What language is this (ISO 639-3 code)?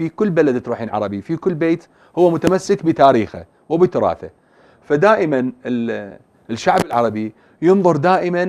acm